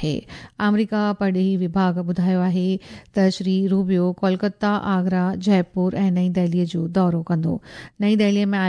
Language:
Sindhi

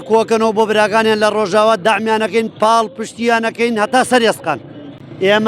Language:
Central Kurdish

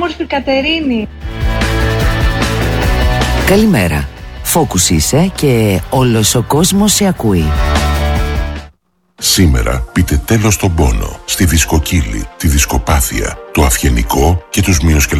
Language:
Greek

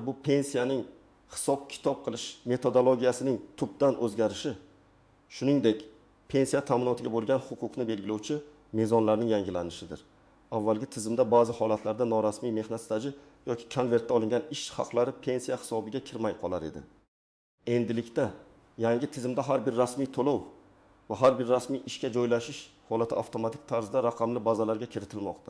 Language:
Uzbek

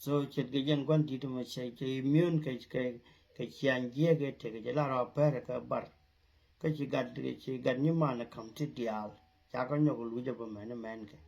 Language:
Nuer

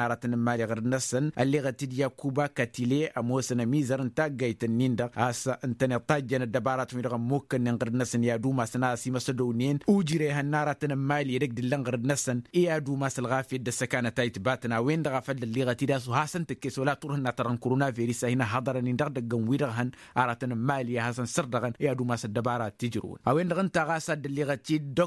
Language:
Tamasheq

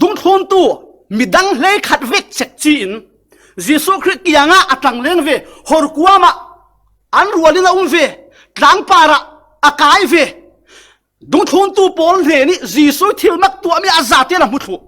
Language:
Falam Chin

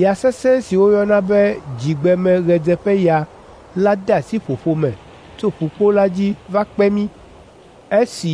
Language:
Ewe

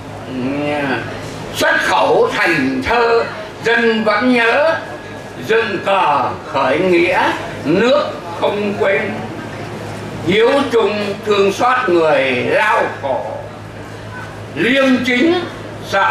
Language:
Vietnamese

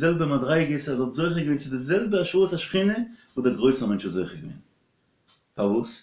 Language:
Yiddish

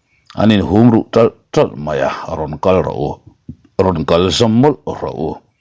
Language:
Mizo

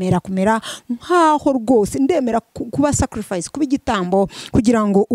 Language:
Kinyarwanda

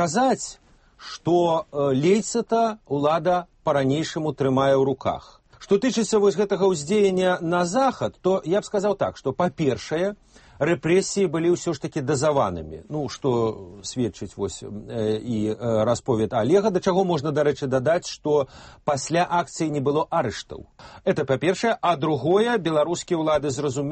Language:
Belarusian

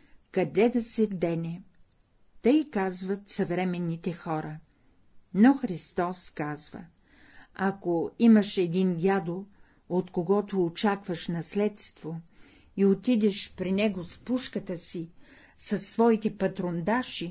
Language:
Bulgarian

